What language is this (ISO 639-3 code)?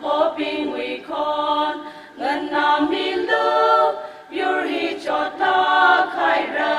nmf